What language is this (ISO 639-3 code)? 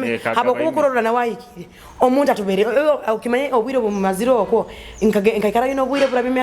nyo